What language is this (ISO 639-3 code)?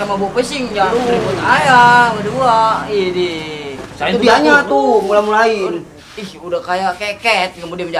bew